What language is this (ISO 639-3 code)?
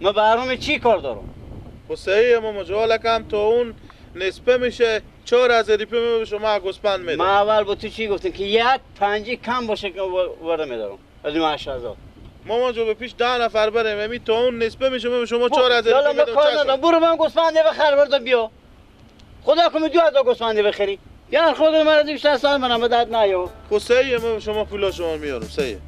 fas